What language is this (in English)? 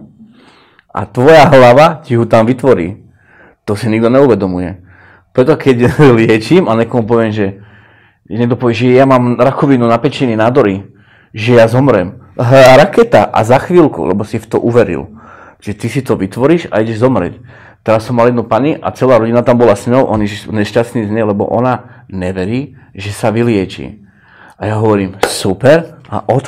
Slovak